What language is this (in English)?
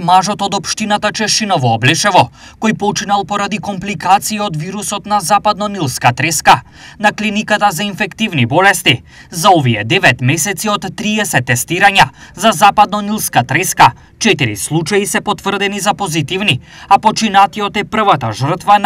Macedonian